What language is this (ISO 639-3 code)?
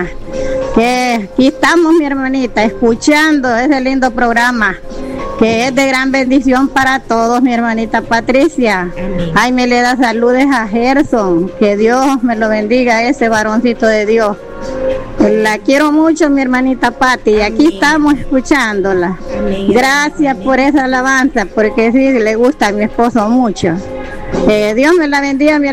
spa